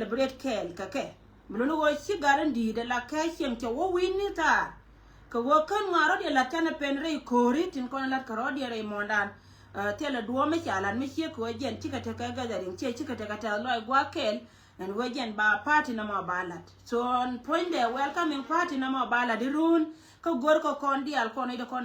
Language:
Nuer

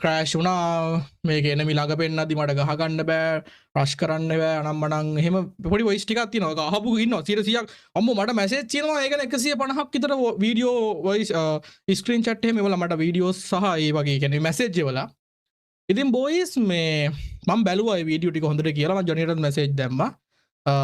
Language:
Sinhala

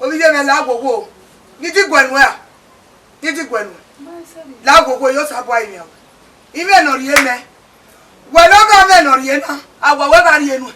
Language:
Bini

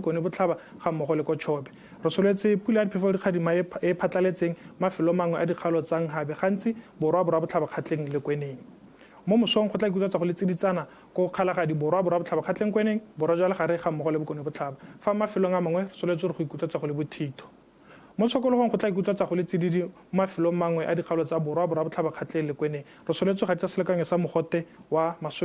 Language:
Tswana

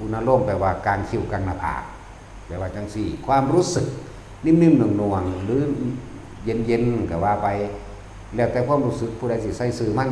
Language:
Northeastern Thai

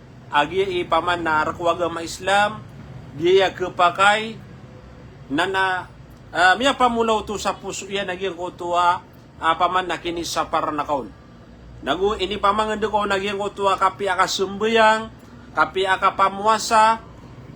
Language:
Maranao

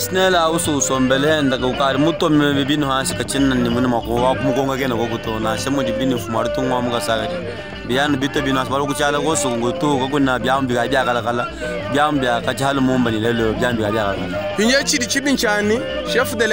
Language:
Luba-Lulua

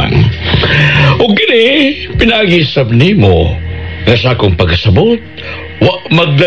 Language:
Cebuano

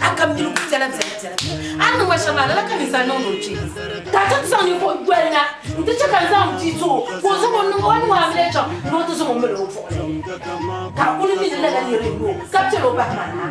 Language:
Dagbani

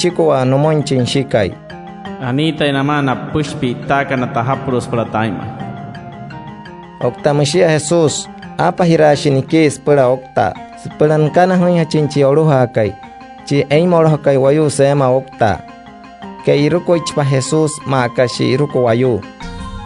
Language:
Wayuu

